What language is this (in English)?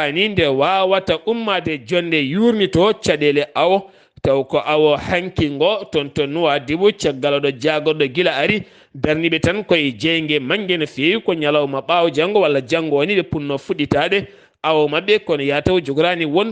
Fula